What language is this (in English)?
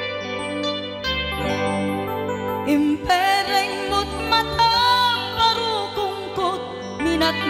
Iloko